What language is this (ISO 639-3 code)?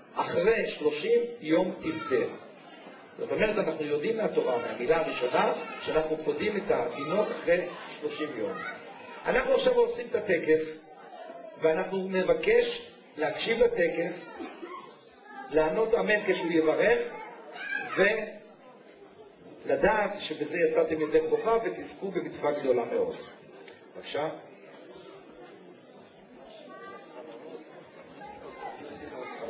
heb